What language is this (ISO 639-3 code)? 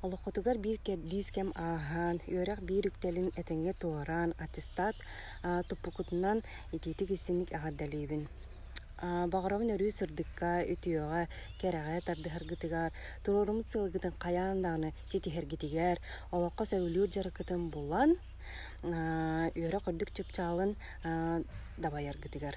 sah